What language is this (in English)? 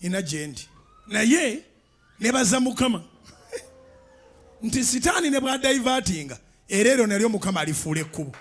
Ganda